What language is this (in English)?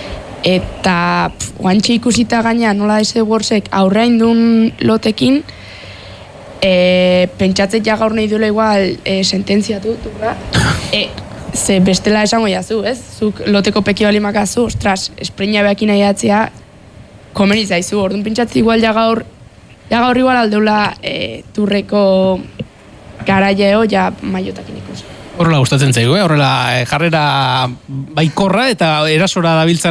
Basque